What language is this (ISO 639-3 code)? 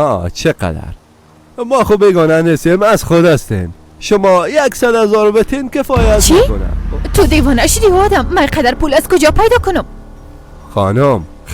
fas